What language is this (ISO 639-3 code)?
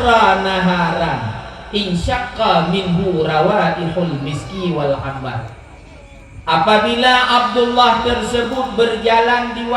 ace